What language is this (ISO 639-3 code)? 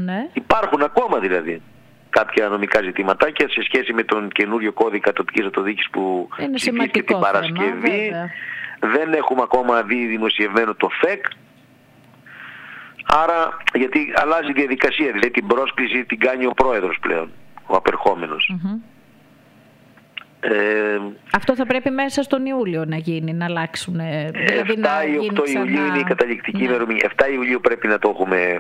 ell